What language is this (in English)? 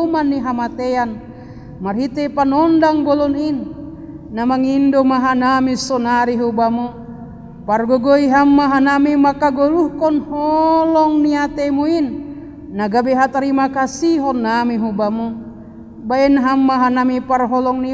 Batak Simalungun